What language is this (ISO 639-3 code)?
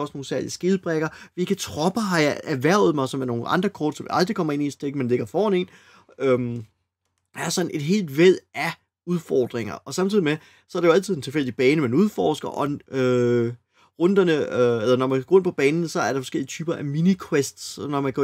dan